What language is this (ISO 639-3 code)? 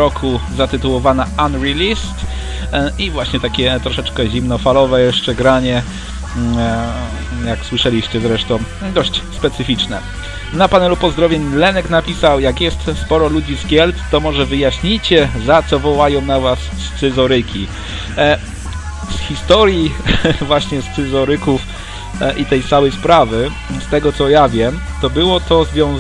pol